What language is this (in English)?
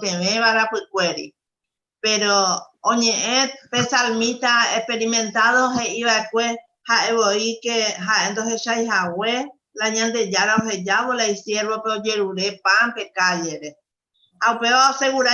Guarani